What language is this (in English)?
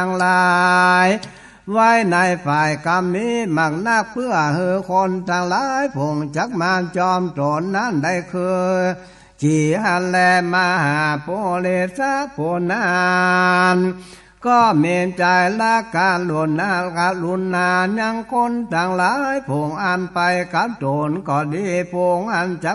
Northern Thai